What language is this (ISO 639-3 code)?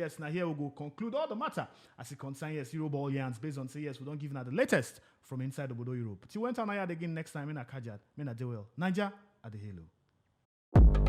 pcm